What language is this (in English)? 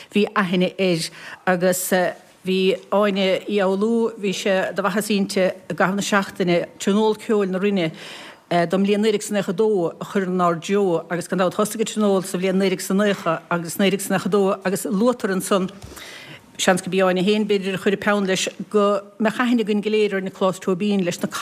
Irish